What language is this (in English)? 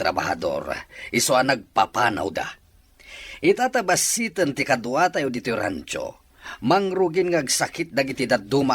Iloko